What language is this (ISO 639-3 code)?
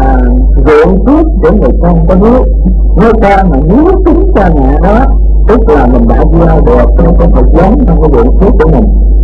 vie